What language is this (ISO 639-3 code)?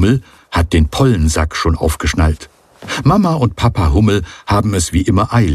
deu